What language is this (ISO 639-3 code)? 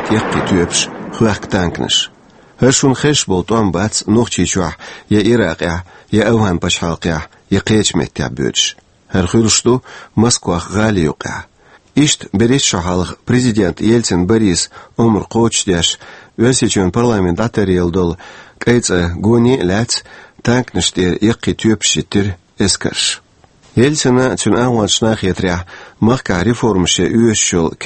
che